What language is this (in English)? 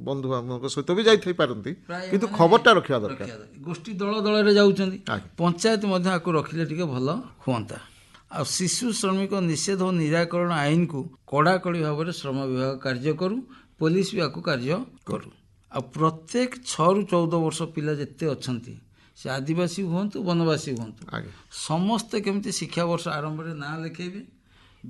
Odia